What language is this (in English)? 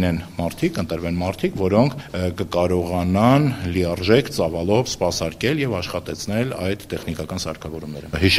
Armenian